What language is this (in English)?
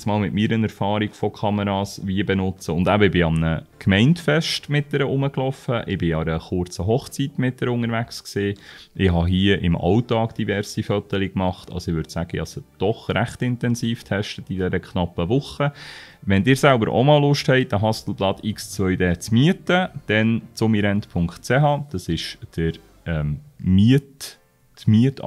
Swiss German